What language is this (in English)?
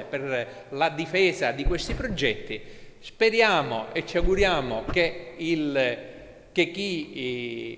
Italian